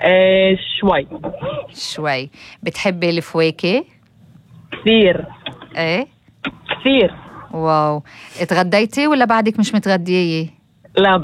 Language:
North Levantine Arabic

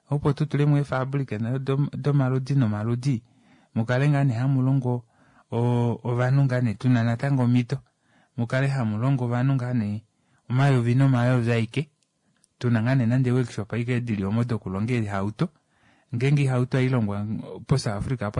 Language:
Kuanyama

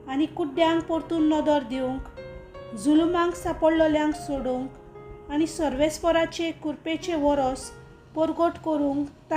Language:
Konkani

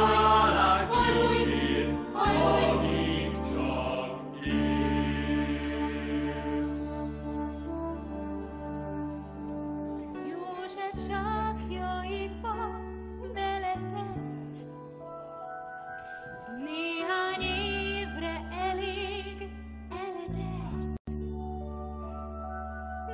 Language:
Hungarian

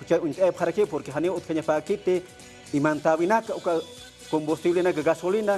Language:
Aymara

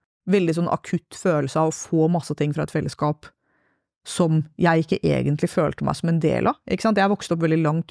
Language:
Norwegian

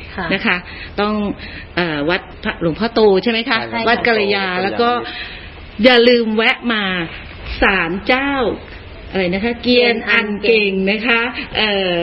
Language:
Thai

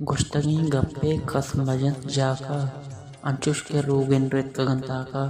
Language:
Baluchi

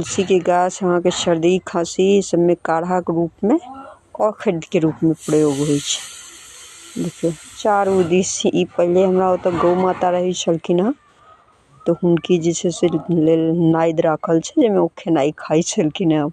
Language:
Maithili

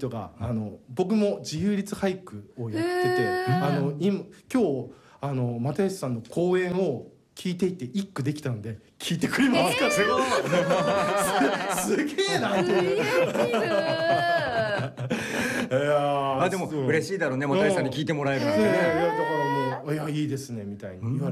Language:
Japanese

